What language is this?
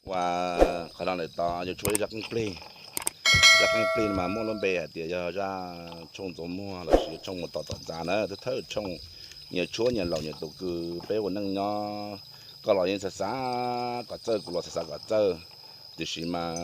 Hmong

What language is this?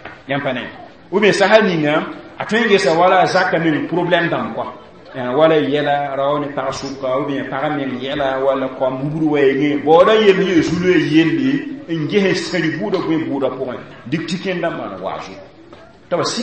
Mossi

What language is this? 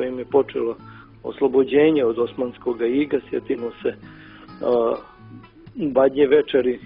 Serbian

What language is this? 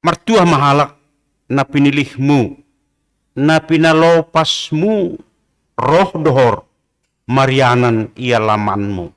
Batak Simalungun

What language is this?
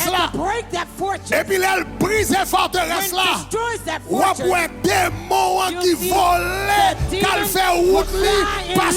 Haitian Creole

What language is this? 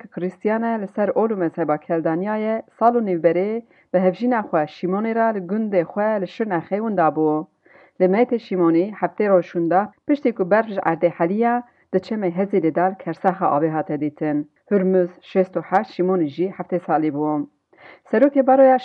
Kurdish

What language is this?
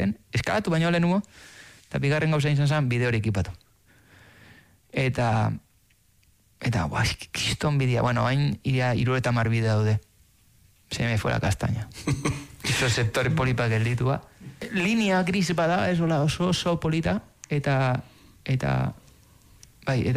Basque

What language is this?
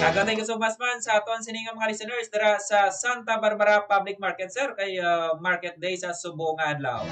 Hiligaynon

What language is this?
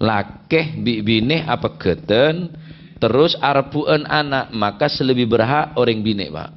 Madurese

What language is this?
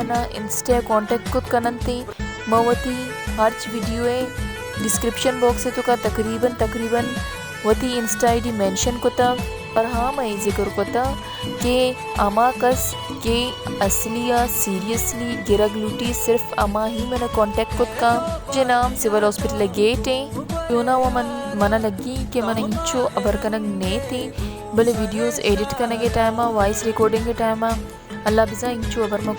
Baluchi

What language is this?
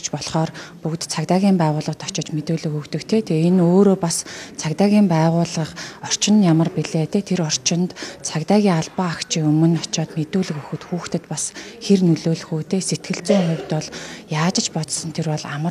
Mongolian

